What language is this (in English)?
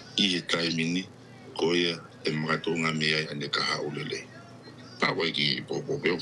Tongan